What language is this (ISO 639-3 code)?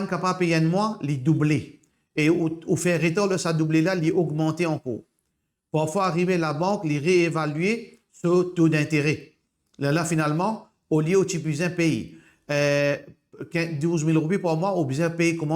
mfe